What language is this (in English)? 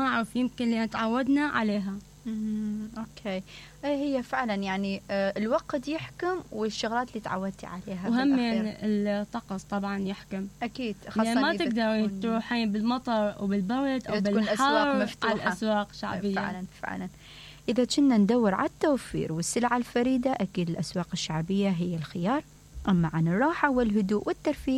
Mesopotamian Arabic